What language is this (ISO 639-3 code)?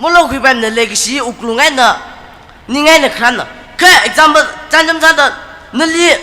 nmf